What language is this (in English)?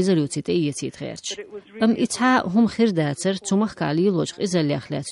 Chechen